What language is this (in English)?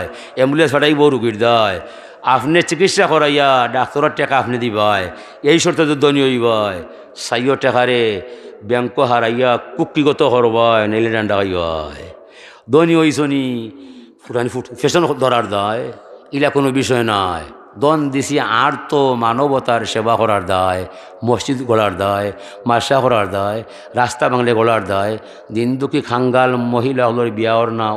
Sylheti